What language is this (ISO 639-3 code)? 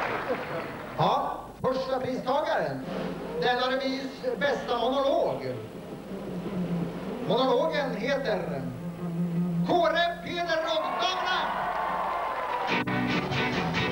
swe